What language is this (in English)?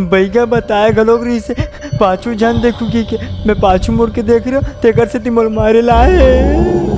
Chhattisgarhi